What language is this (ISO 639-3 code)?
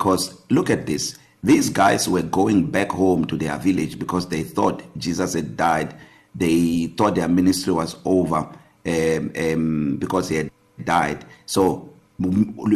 eng